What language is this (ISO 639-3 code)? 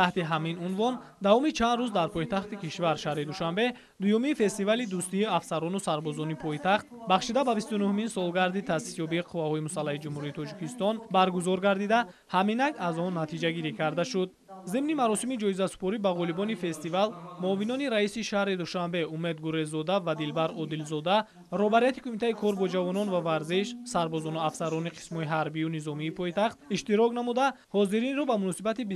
tgk